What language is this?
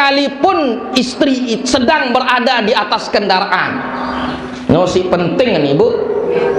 Sasak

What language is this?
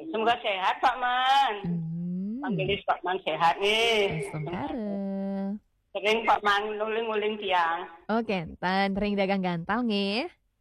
Balinese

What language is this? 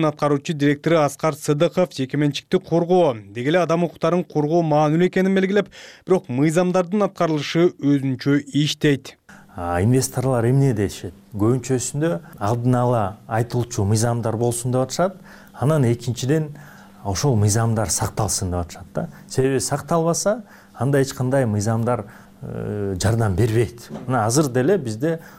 Kyrgyz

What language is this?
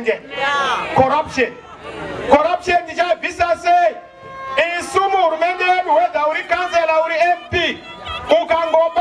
Shona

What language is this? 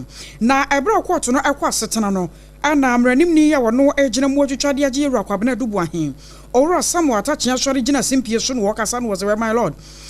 Akan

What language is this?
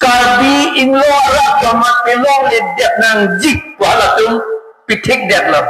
Karbi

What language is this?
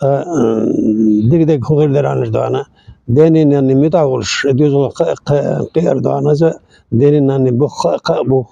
Chechen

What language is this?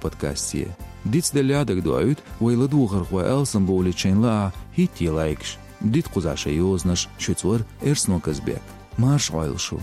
Chechen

